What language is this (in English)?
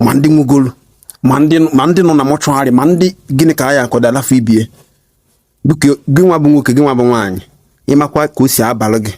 Igbo